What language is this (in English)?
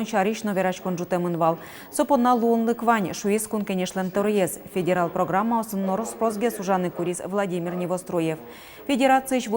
Udmurt